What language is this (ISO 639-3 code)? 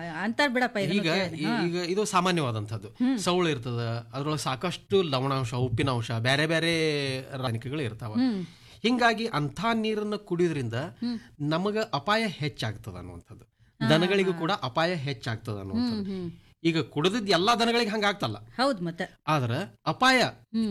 kan